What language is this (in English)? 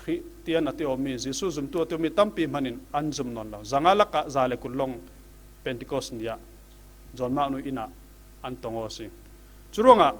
Falam Chin